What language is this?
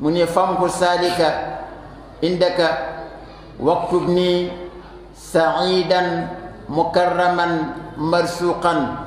Wolof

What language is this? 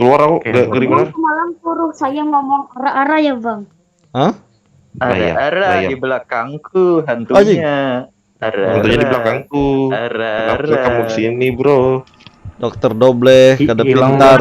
Banjar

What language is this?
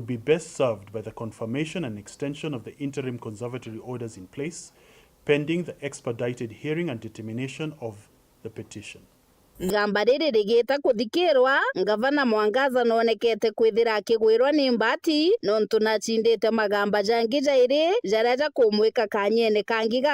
Meru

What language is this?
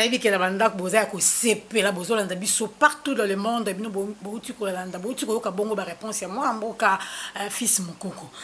Lingala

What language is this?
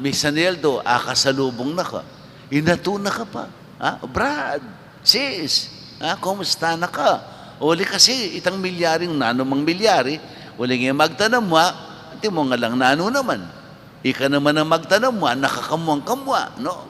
Pampanga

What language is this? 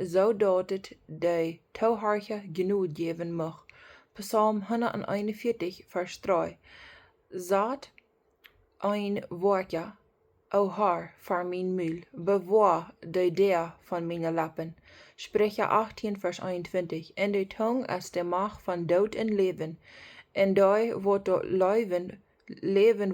Plautdietsch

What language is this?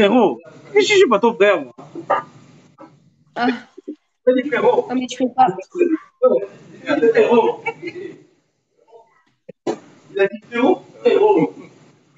French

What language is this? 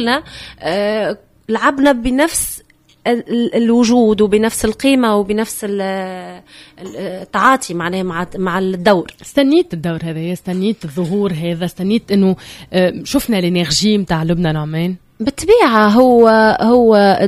Tunisian Arabic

